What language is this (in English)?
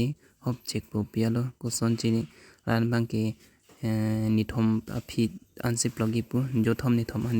Karbi